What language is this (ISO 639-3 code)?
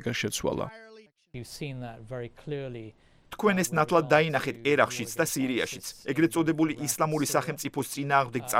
kat